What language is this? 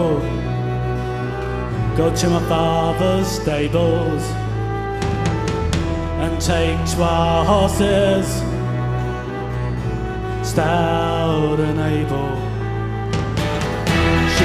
English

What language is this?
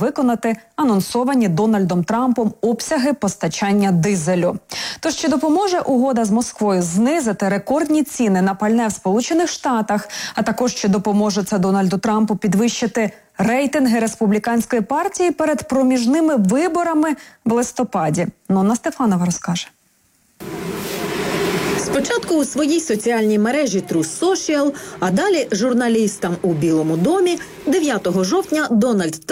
Ukrainian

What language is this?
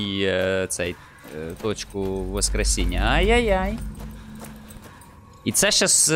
Ukrainian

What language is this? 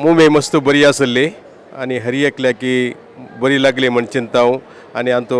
Konkani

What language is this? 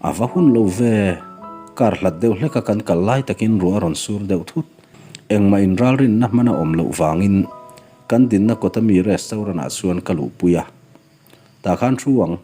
Mizo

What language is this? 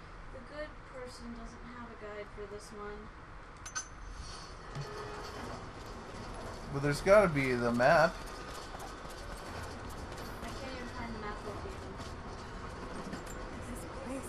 English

